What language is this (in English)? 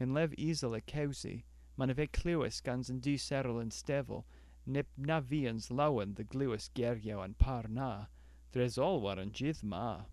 Cornish